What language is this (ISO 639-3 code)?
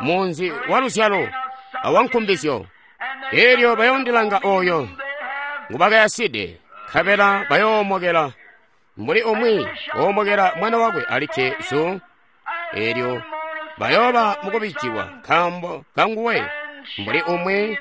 toi